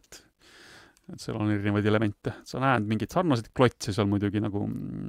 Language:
Estonian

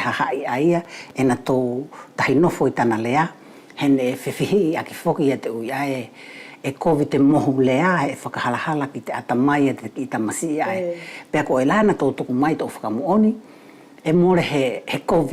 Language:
Wallisian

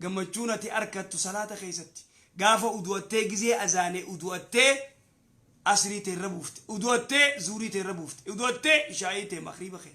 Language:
Oromo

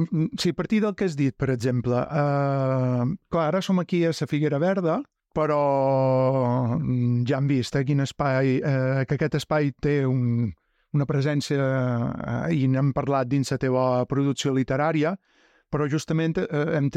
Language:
Catalan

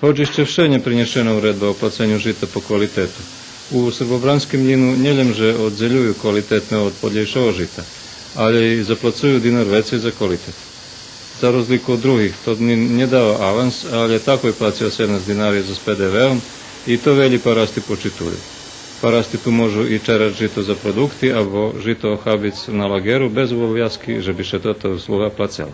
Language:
Rusyn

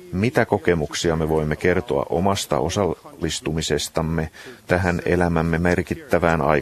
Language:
Finnish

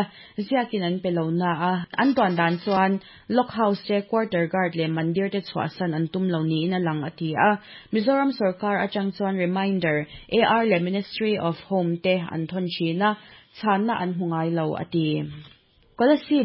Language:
Mizo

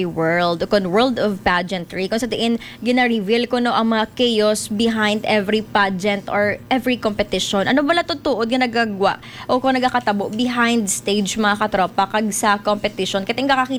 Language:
Hiligaynon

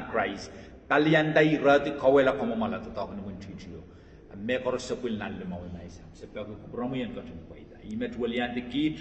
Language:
Pohnpeian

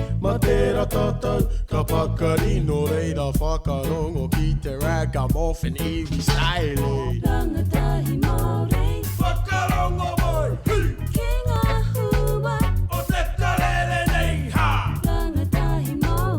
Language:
Māori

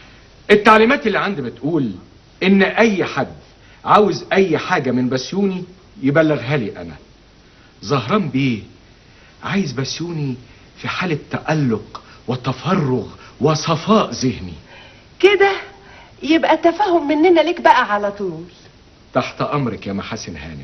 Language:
Egyptian Arabic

